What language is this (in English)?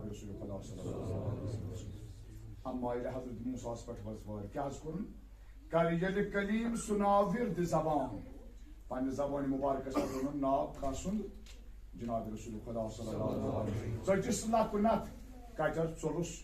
Kashmiri